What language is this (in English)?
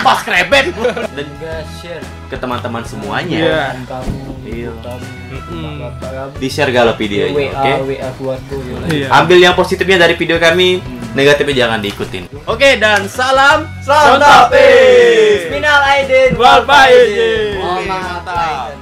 Musi